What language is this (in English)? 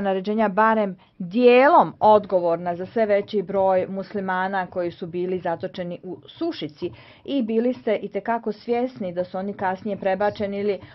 Serbian